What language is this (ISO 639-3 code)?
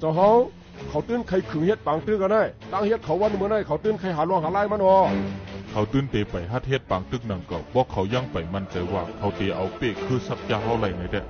shn